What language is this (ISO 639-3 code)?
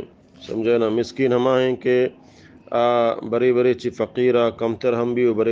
bal